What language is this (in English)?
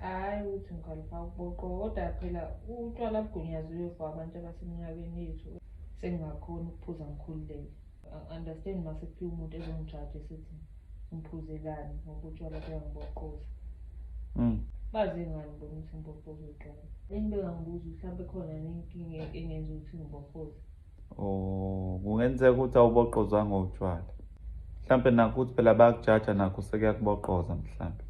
Zulu